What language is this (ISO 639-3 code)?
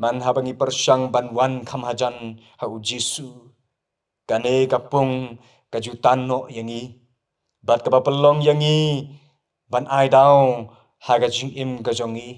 kha